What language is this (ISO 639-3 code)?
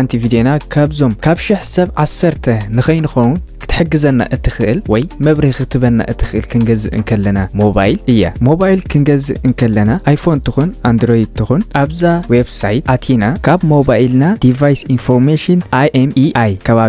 tir